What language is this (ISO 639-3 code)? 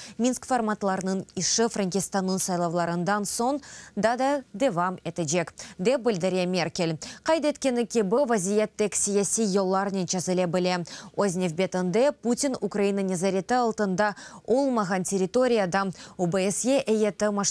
crh